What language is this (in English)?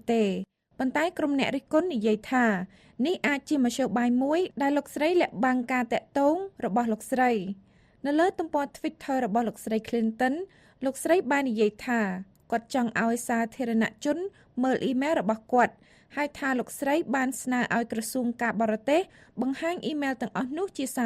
Khmer